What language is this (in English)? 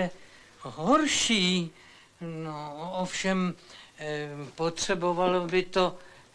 Czech